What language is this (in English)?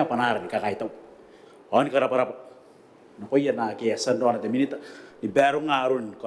Gilbertese